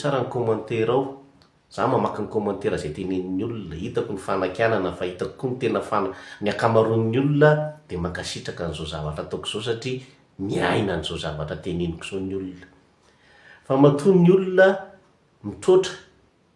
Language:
Malagasy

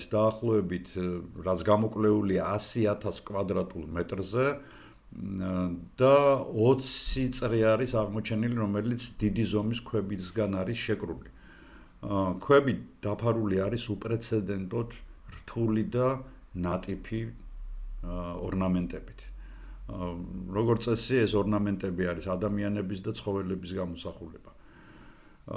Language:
Georgian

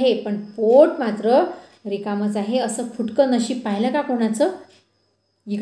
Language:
Marathi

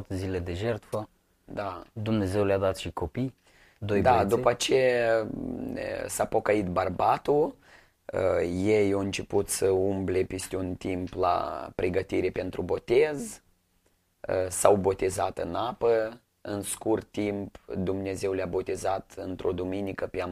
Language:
Romanian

